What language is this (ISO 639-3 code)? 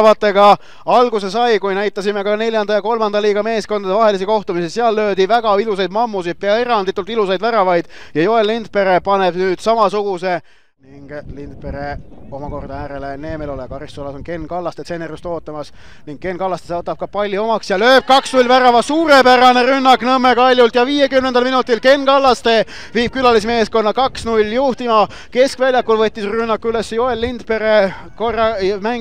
est